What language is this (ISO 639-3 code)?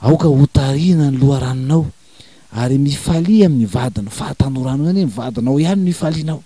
mlg